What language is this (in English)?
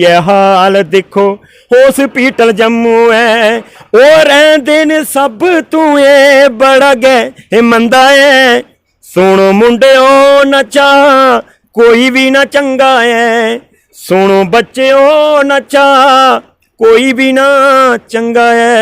Dogri